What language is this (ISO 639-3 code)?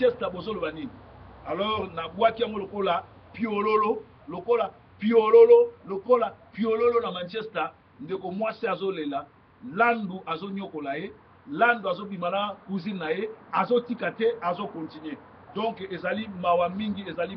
lin